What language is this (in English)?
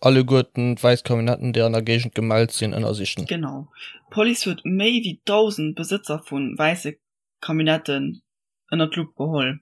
Luxembourgish